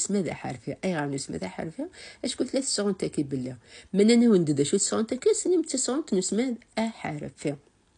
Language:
Kabyle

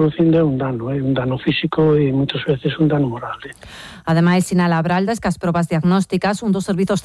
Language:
Galician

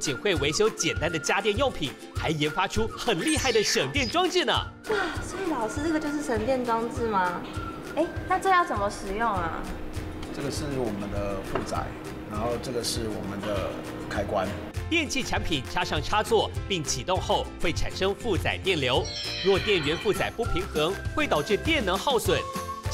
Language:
Chinese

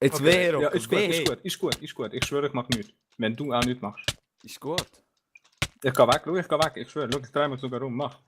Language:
Swiss German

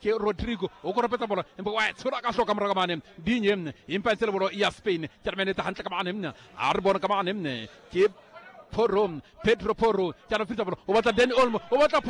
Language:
Southern Sotho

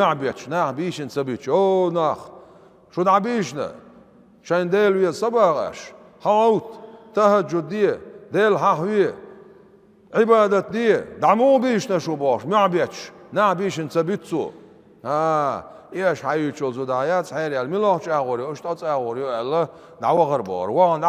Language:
Chechen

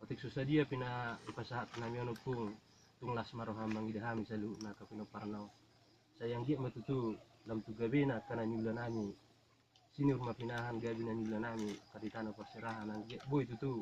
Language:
Batak Toba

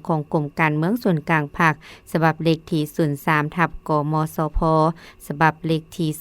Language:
Lao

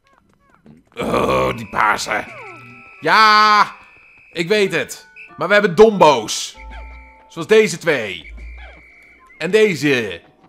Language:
Dutch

